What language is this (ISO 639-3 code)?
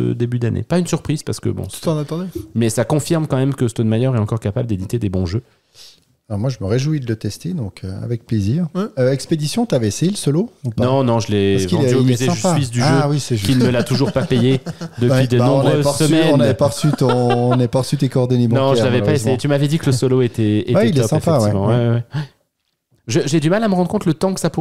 fra